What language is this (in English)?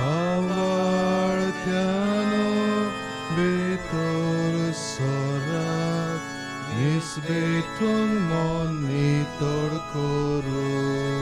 Konkani